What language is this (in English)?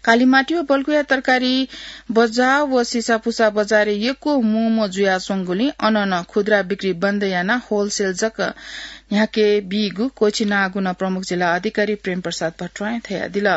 Newari